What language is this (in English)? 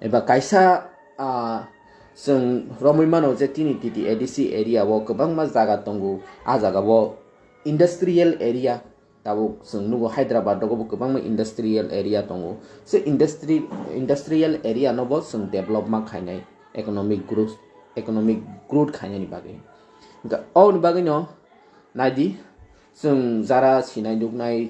Kok Borok